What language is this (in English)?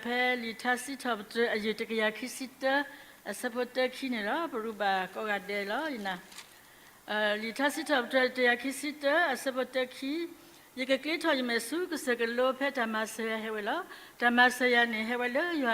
S'gaw Karen